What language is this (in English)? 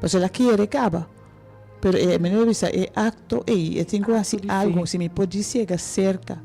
Papiamento